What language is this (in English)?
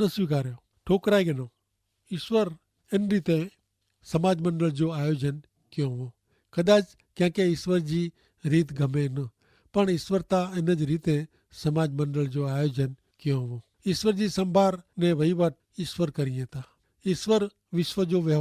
Kachhi